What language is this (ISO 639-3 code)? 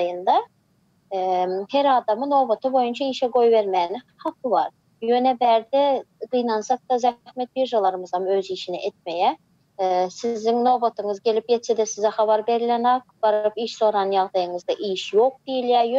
tuk